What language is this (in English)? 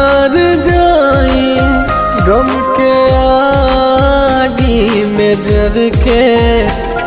Bhojpuri